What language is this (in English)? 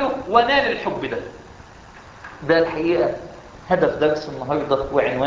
Egyptian Arabic